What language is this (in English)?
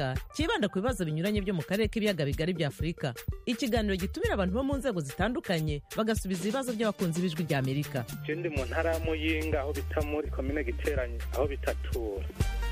Kinyarwanda